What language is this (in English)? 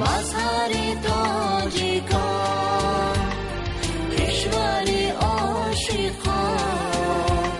Tajik